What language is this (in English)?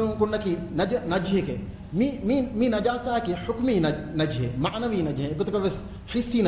Divehi